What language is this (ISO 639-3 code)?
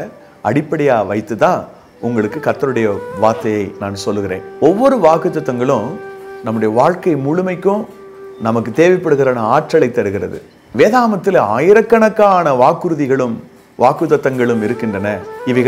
tam